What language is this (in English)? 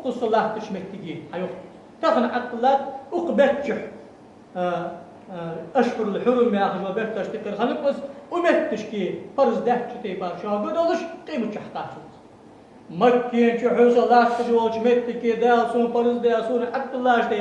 Ingush